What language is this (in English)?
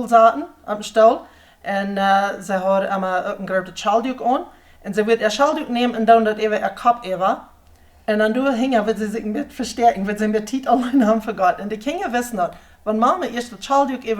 Plautdietsch